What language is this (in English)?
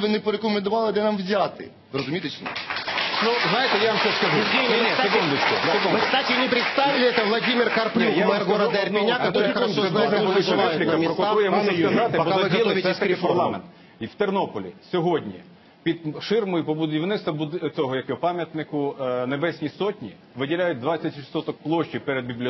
Russian